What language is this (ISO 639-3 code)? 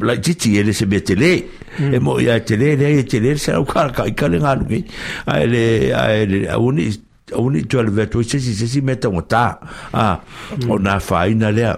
smo